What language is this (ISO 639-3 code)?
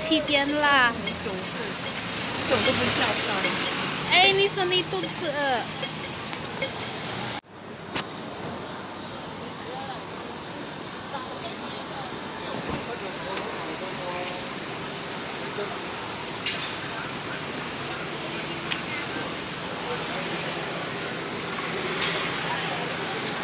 fil